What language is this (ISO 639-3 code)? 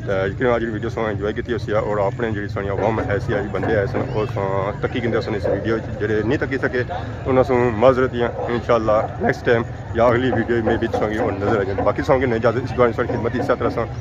phr